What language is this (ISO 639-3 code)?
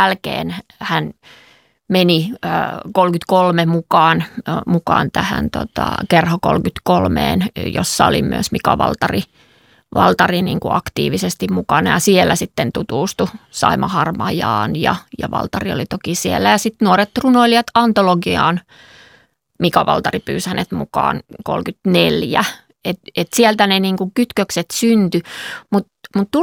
fin